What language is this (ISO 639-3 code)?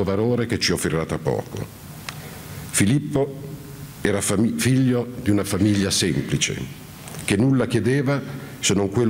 ita